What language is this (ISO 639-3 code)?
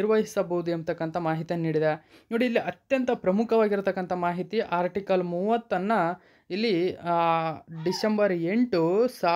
kan